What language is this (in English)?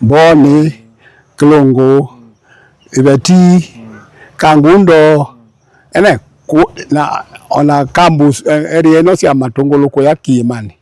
Kamba